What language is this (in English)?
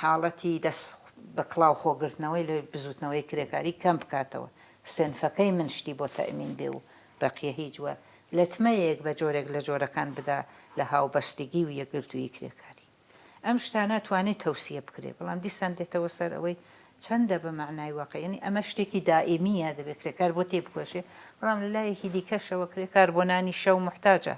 Central Kurdish